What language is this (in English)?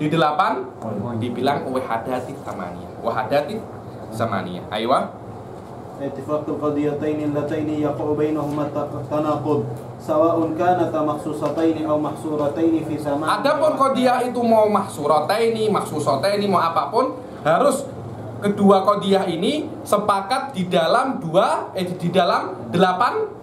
Indonesian